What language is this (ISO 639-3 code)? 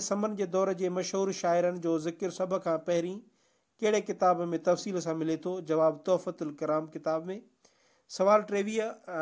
snd